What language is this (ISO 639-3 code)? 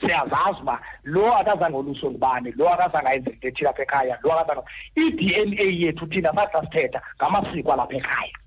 xho